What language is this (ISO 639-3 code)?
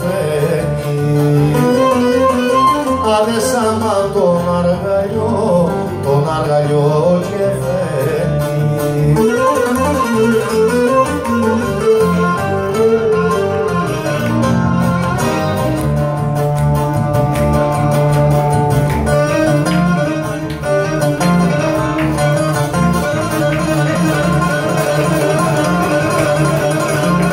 ell